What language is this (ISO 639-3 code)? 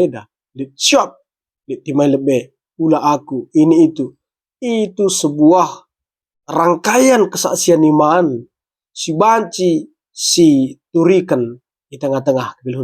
btx